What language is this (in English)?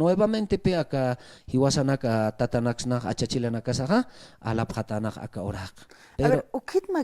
Aymara